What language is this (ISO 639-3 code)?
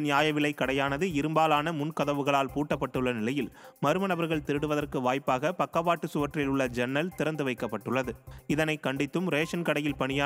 tam